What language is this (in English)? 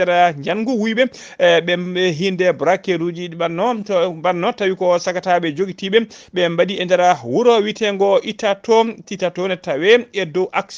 Fula